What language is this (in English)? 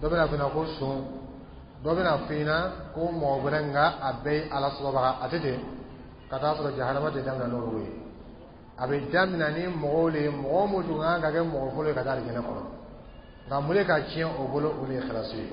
Dyula